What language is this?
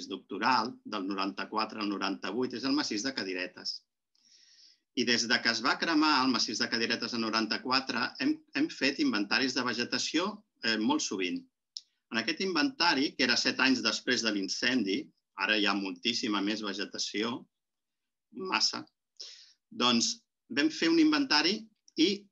Catalan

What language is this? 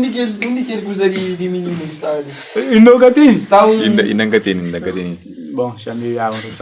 Kabuverdianu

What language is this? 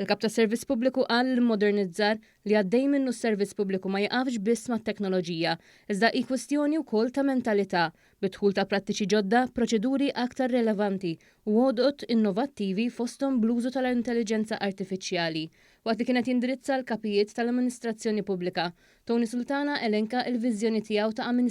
Maltese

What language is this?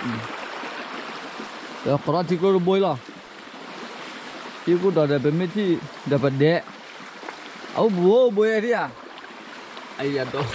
S'gaw Karen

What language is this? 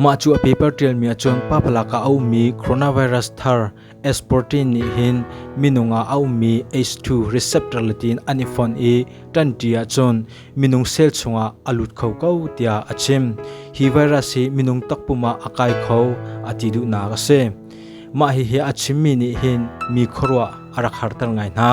Hakha Chin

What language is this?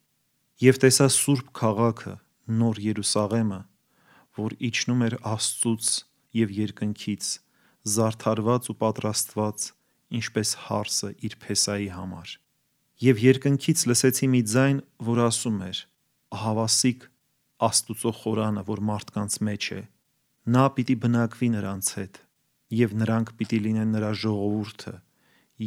Armenian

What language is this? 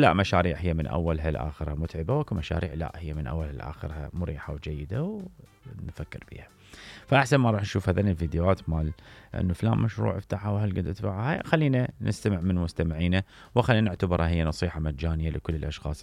Mesopotamian Arabic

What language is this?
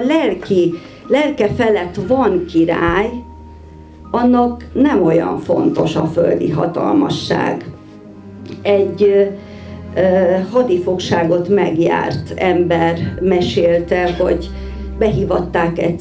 Hungarian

